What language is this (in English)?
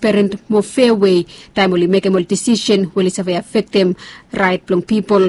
Bislama